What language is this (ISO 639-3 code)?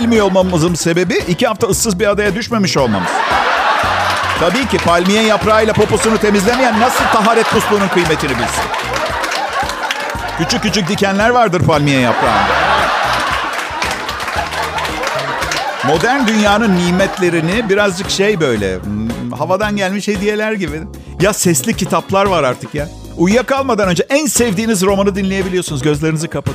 tur